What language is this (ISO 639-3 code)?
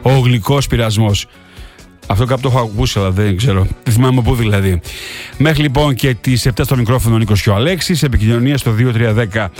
ell